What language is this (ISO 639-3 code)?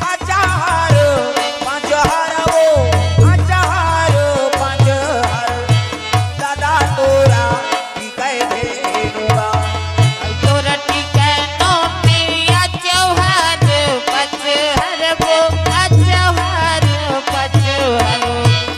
hne